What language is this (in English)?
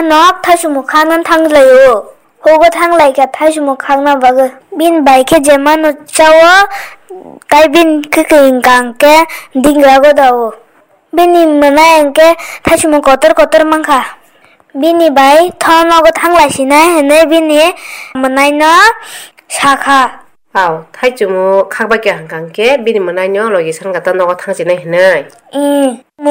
Kok Borok